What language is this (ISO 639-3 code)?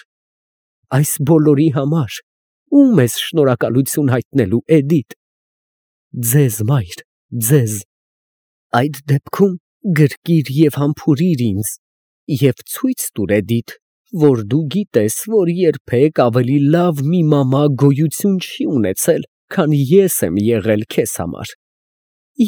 hye